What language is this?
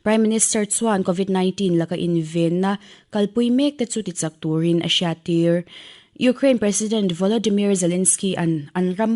Mizo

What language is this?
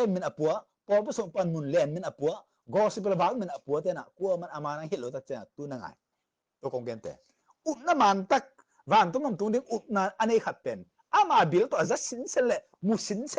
Tedim Chin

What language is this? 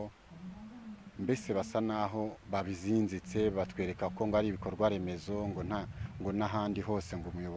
Kinyarwanda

